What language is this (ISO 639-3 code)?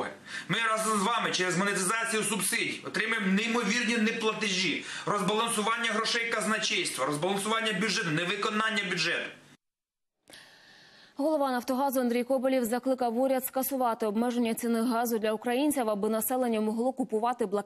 ukr